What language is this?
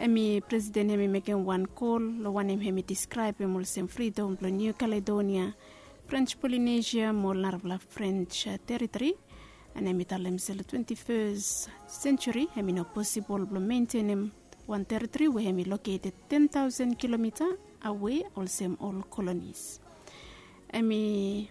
Bislama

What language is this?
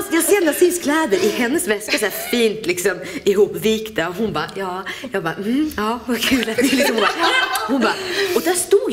Swedish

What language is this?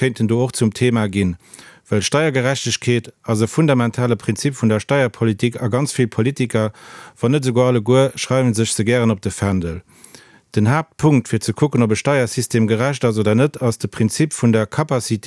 Luxembourgish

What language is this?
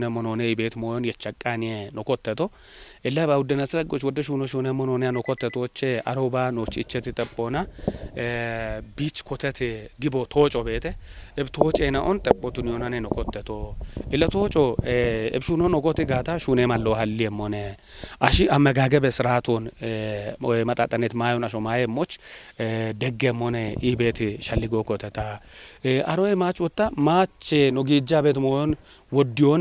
Kafa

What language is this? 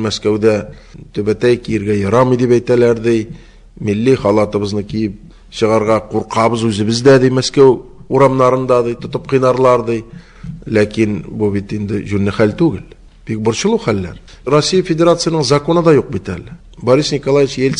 Tatar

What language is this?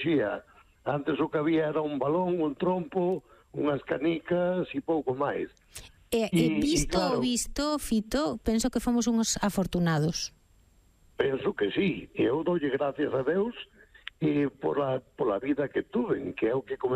Galician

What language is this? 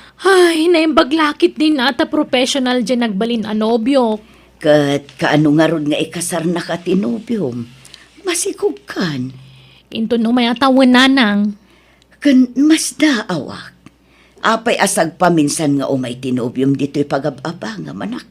Iloko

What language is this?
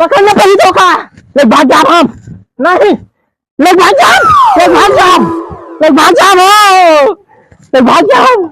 Awadhi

